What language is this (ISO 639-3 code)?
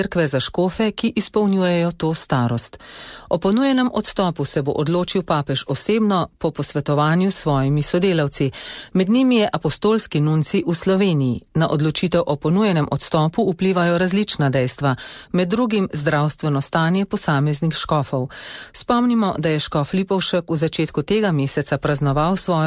slv